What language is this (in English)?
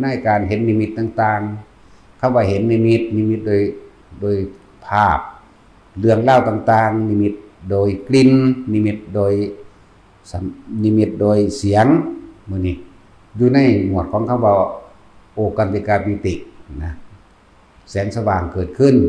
Northeastern Thai